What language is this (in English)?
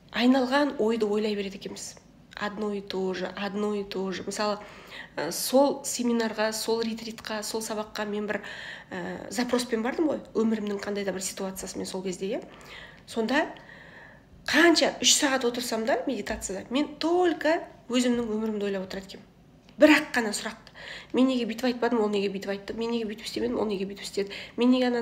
Kazakh